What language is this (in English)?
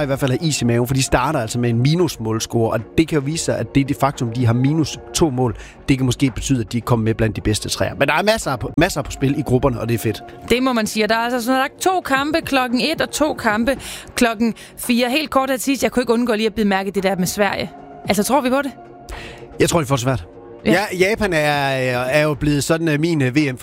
Danish